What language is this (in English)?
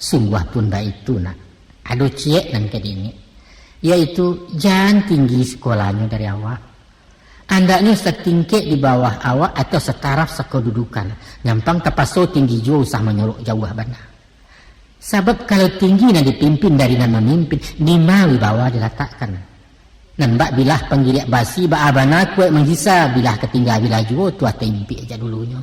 Minangkabau